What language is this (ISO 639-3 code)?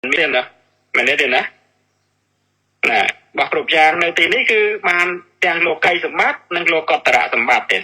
khm